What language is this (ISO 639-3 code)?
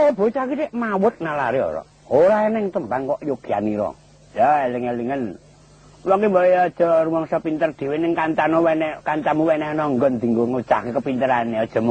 jav